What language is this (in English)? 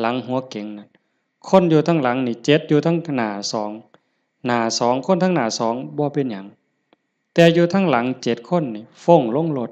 Lao